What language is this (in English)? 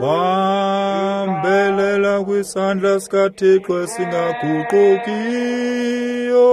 Xhosa